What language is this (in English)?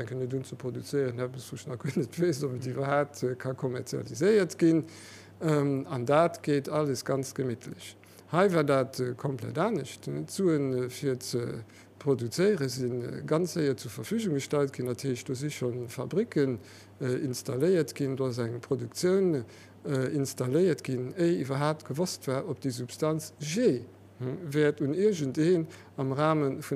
Luxembourgish